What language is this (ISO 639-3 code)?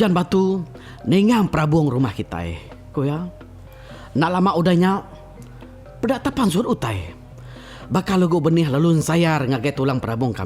iba